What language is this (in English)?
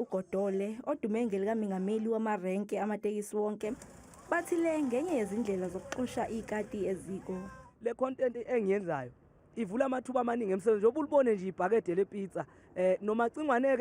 Zulu